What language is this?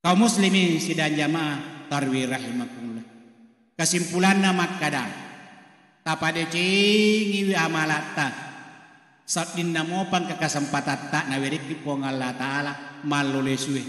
Buginese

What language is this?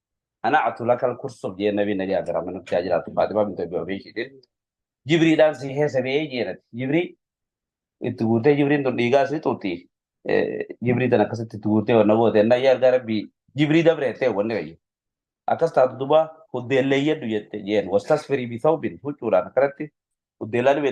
Oromo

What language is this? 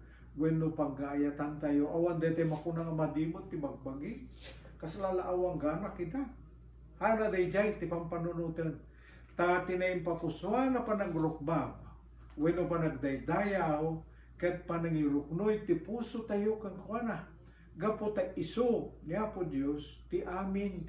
Iloko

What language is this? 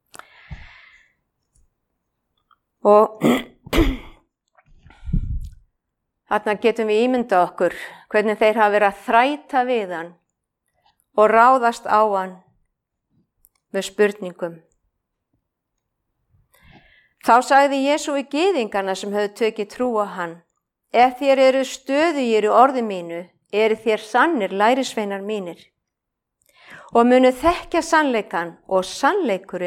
Icelandic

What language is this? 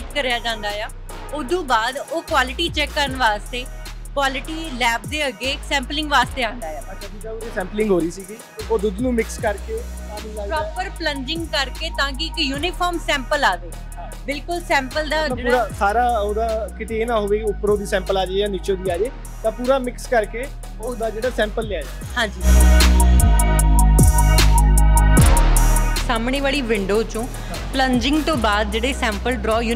Punjabi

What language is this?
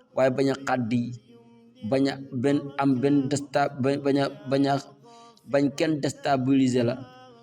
Wolof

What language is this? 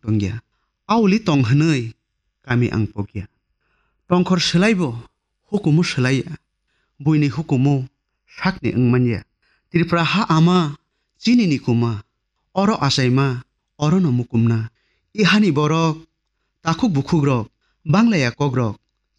Kok Borok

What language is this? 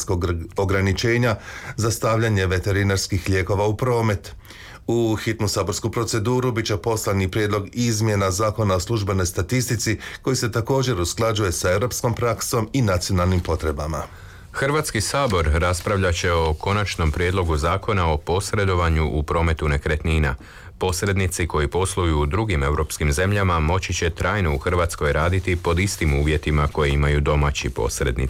Croatian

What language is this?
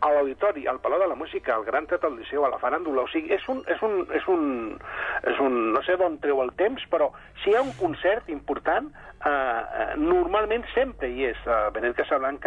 Catalan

